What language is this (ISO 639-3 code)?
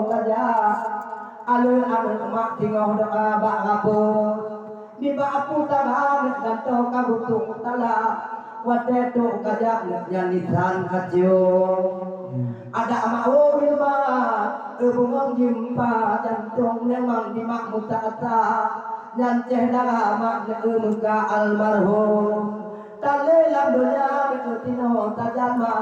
ace